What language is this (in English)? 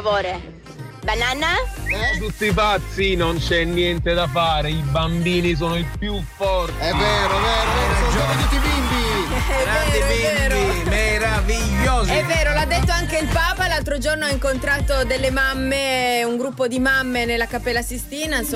Italian